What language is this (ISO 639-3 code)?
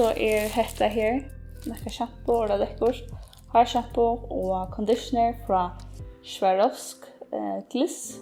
fao